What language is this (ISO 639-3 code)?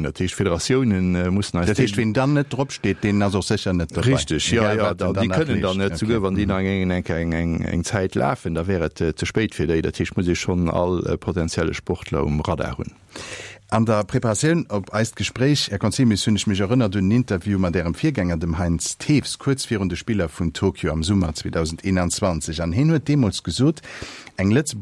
ltz